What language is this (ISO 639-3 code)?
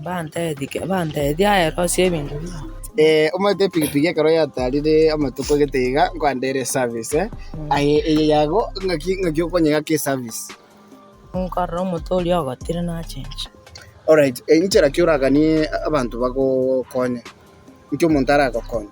guz